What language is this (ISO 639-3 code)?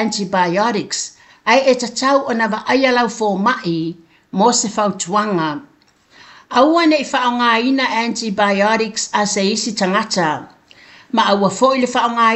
smo